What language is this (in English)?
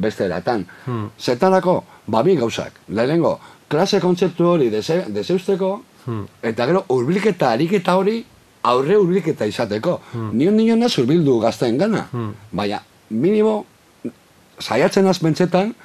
Basque